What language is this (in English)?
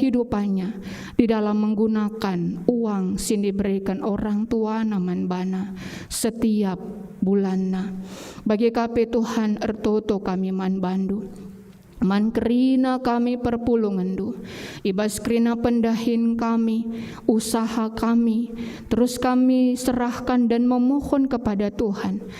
Batak Karo